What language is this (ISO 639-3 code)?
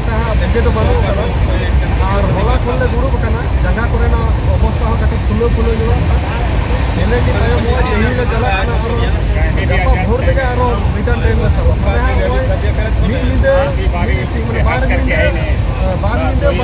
sat